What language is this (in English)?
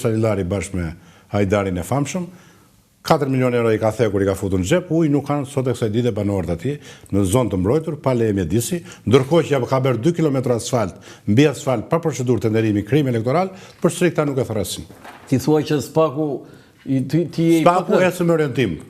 Albanian